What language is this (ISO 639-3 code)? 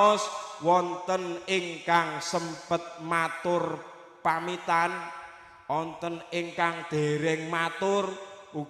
jav